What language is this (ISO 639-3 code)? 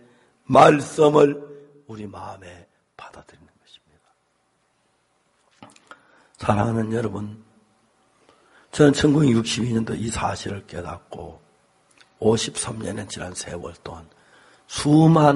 kor